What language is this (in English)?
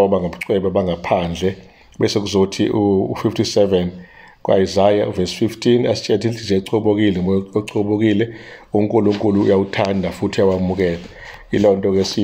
Zulu